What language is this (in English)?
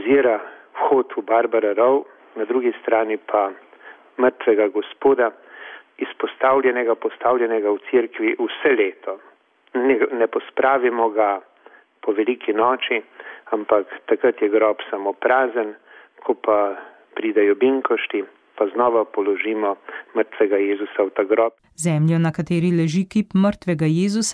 Slovenian